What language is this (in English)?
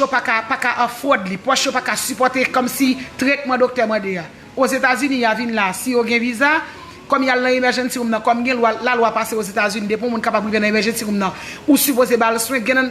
Haitian Creole